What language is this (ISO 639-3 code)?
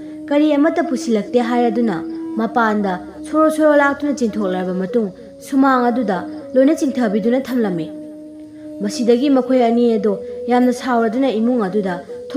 mni